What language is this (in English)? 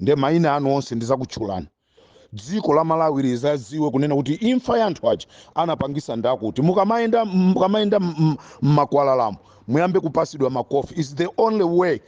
Nyanja